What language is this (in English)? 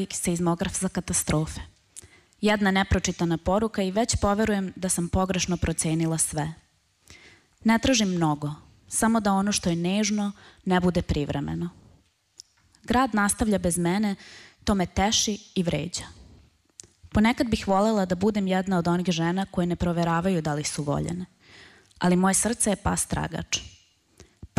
Serbian